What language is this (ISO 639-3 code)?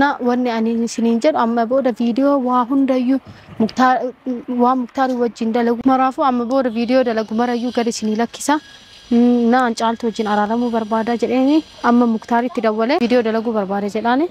orm